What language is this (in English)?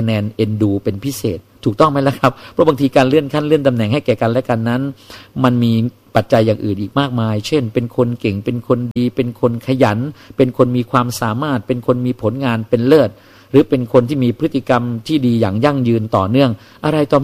Thai